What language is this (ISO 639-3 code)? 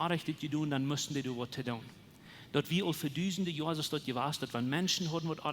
pdt